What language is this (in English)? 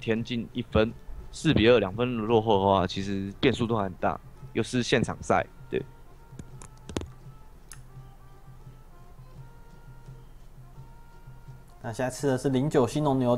Chinese